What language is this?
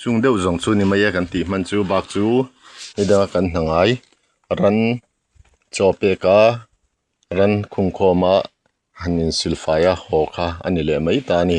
Mizo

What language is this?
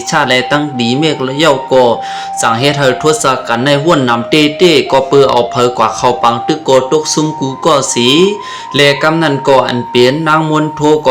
Shan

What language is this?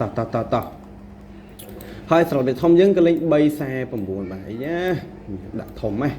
Khmer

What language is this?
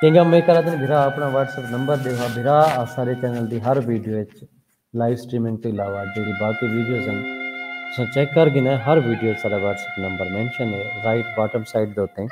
Saraiki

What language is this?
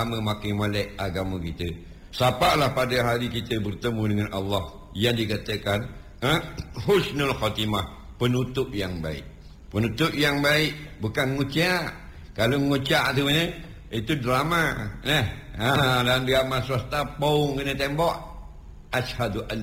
Malay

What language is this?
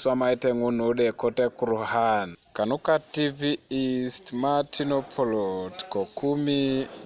Teso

